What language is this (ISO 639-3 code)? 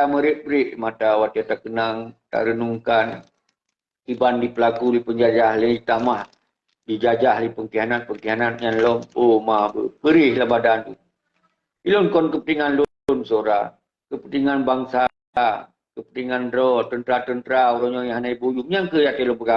ace